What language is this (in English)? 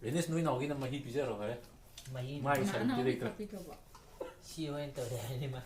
Manipuri